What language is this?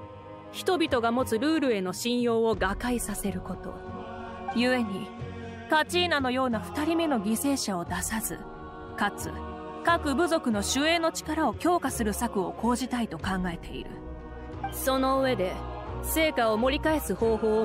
Japanese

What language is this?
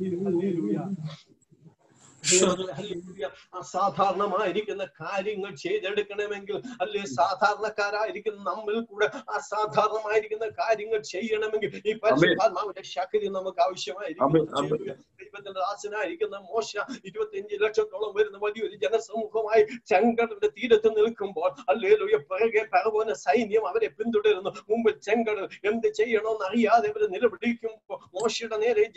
Malayalam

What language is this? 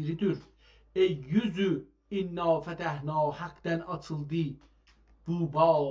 South Azerbaijani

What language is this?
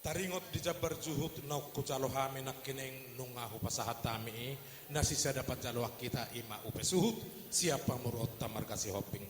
Batak Toba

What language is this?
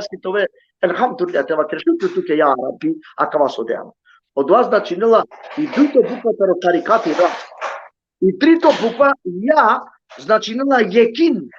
Balkan Romani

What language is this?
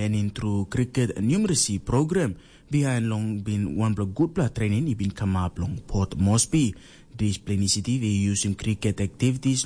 Tok Pisin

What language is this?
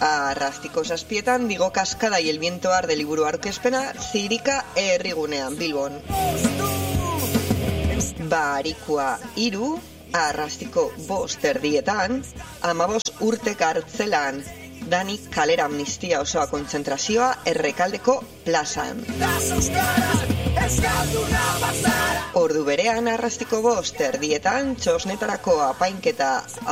Basque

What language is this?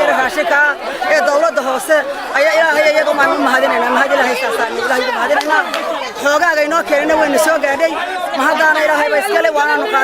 Somali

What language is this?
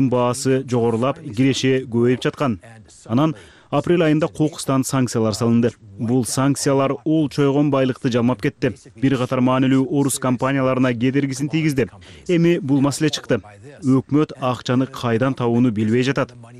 Kyrgyz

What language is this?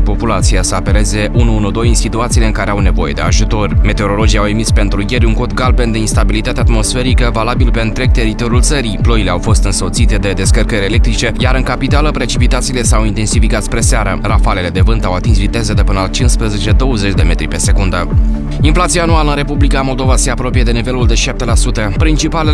Romanian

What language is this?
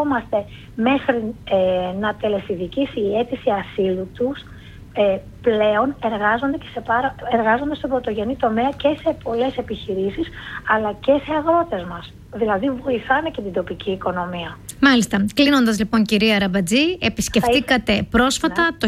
Greek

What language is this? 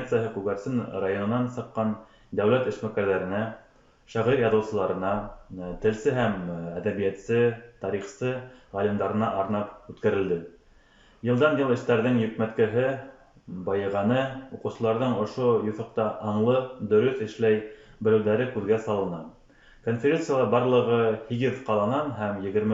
Bashkir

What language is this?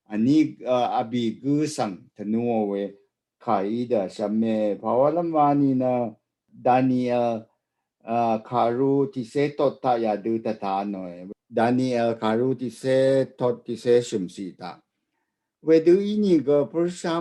Rawang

